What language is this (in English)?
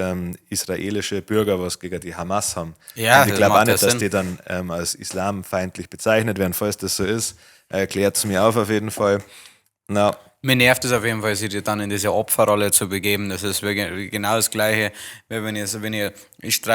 Bavarian